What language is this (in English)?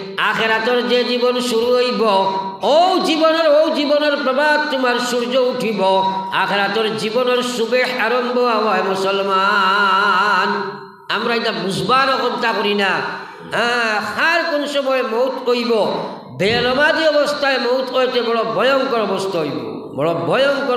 Sylheti